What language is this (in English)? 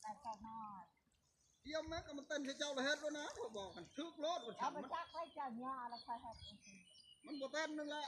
Northeastern Thai